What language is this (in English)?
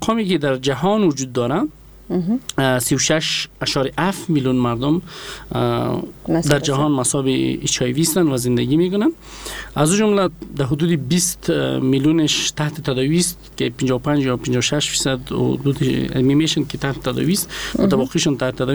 Persian